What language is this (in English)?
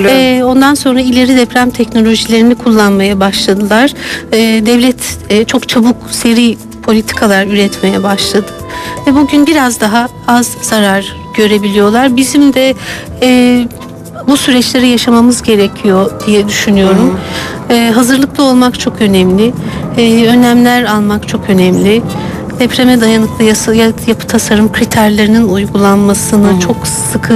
Turkish